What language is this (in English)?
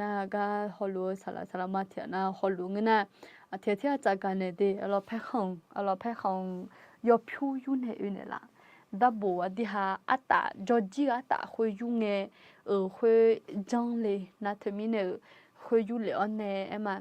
Akha